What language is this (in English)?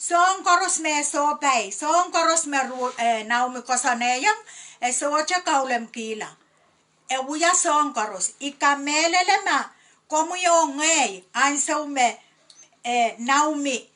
Pohnpeian